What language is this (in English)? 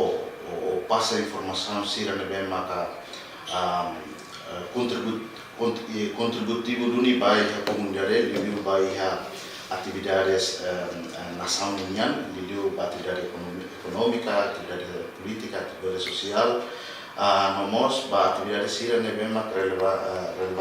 Tetum